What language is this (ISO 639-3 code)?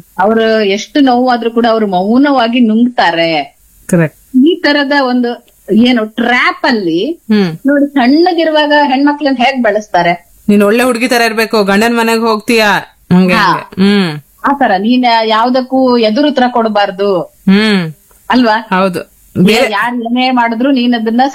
kan